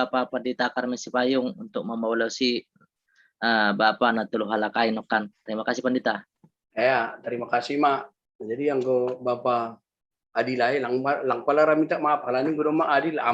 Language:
Batak Simalungun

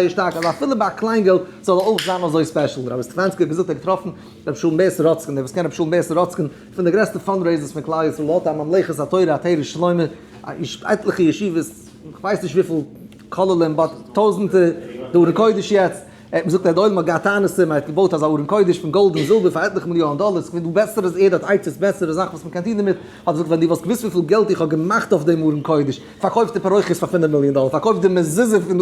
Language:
Yiddish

